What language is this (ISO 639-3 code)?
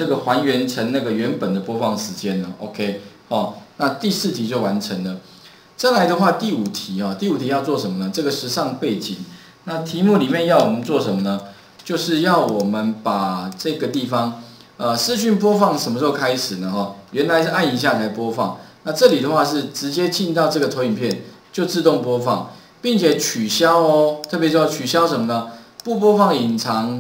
zho